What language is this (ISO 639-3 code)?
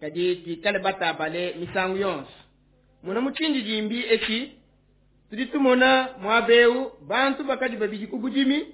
lua